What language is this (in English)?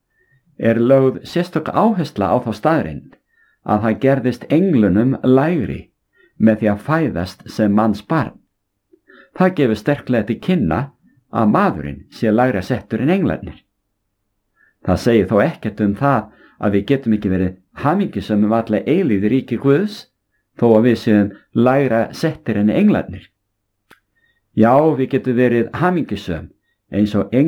Icelandic